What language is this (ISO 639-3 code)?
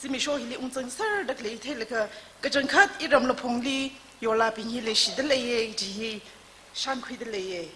nmf